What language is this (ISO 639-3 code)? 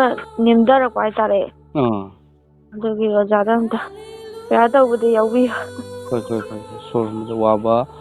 mni